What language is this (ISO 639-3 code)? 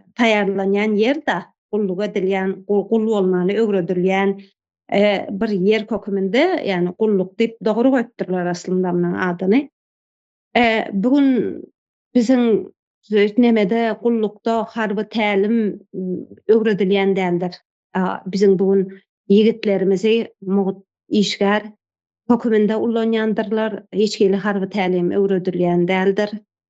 tuk